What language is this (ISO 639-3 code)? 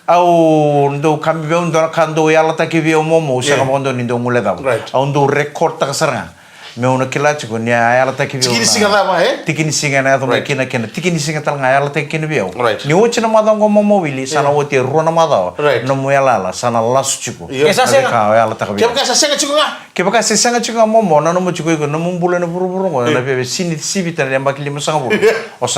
fij